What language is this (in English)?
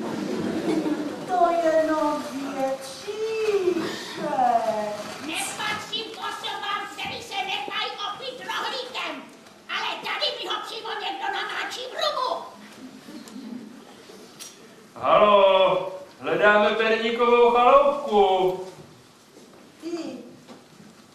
Czech